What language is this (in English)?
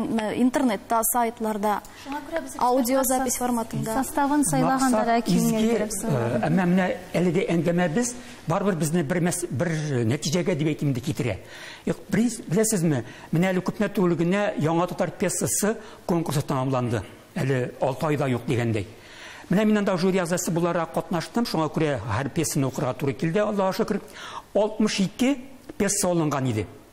Tatar